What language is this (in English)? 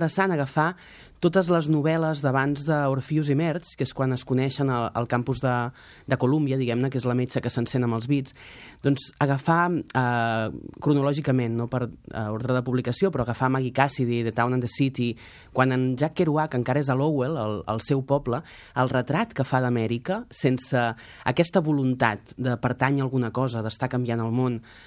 Catalan